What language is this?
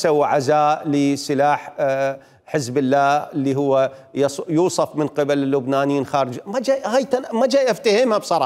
Mesopotamian Arabic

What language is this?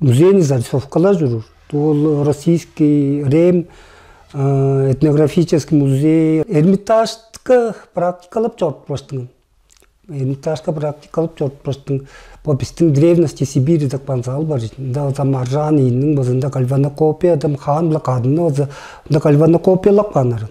Tuvinian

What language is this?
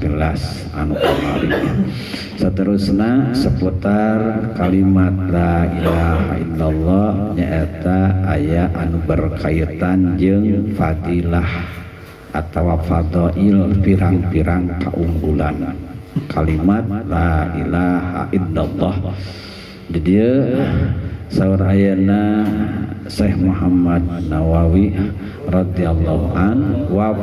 Sundanese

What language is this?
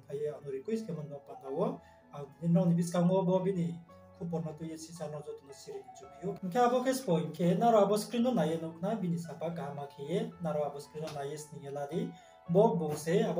Riang (India)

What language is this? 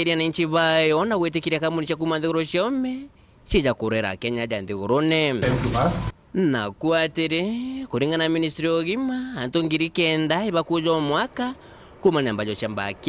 Meru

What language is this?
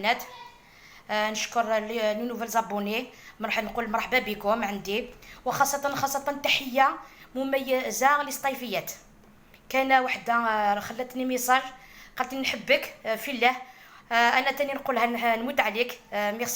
Algerian Arabic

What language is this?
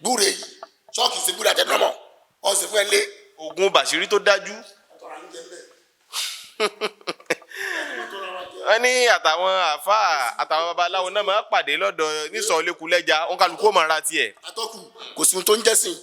Yoruba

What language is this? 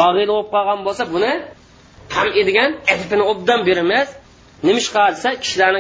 Uyghur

